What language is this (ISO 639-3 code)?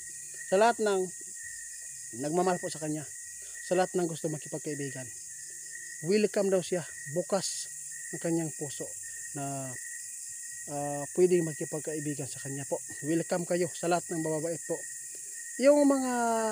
fil